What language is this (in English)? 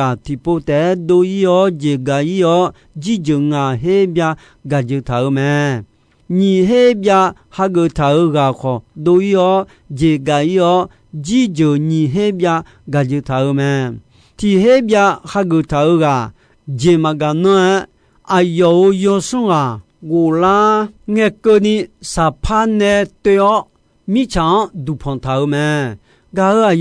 Akha